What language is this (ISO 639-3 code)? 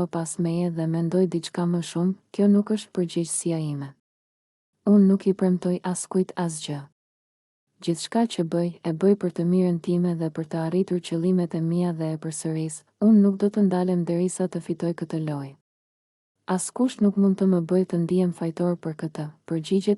sqi